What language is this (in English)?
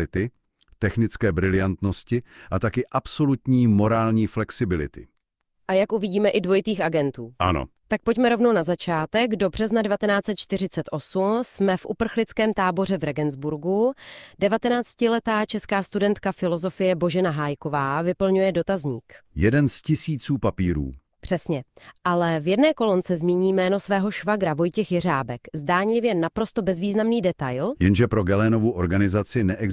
Czech